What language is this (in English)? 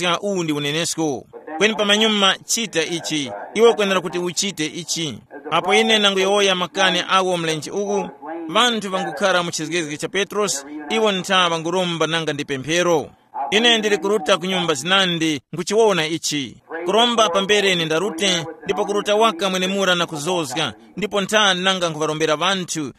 Tumbuka